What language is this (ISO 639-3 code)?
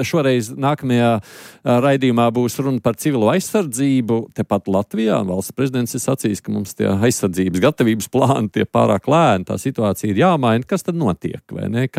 lav